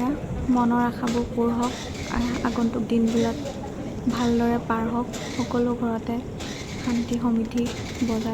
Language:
Assamese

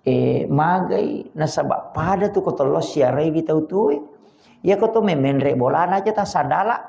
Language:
Buginese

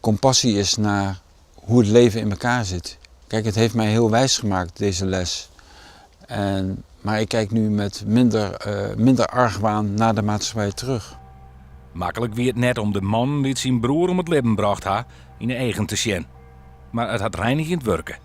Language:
Western Frisian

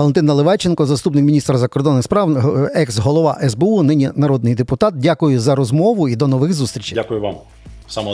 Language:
Ukrainian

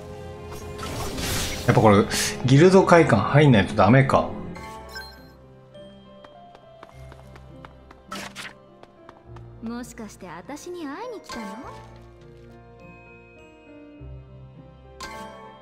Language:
Japanese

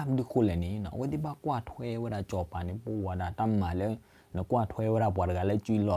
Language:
S'gaw Karen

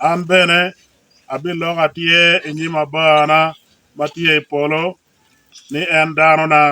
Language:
Acoli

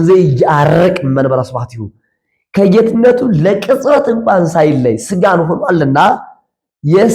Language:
Amharic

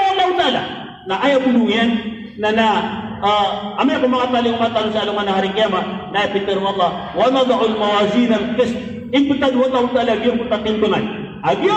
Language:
Maranao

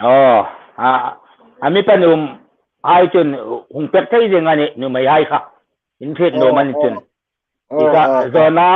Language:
Hmar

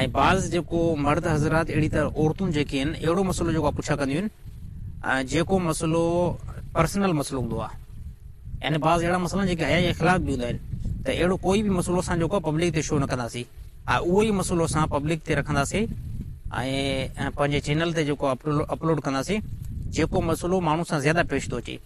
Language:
Sindhi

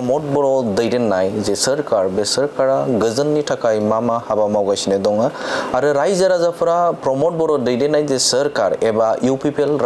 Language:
Bodo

